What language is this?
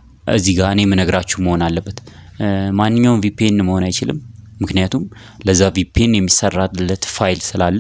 Amharic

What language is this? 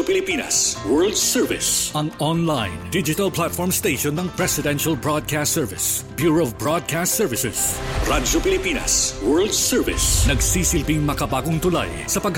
Filipino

